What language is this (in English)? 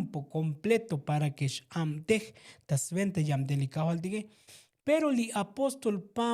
Tzotzil